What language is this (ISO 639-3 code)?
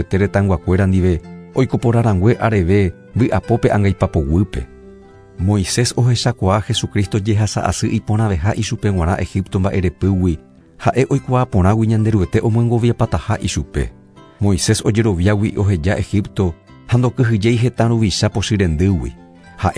grn